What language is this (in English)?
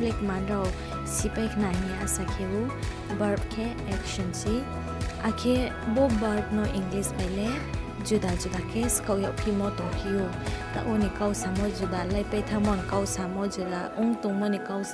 Riang (India)